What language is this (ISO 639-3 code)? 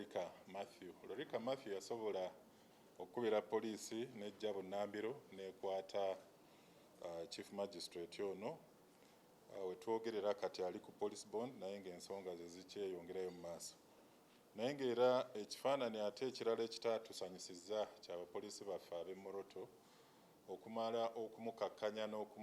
lug